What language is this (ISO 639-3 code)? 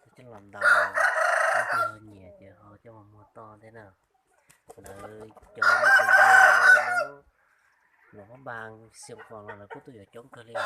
hmn